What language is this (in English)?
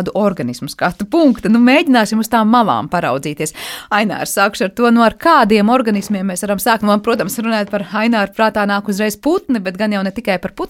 Latvian